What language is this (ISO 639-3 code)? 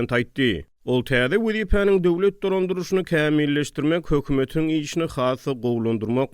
tuk